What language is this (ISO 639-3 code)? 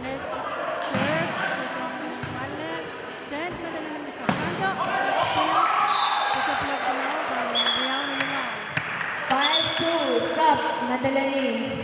pon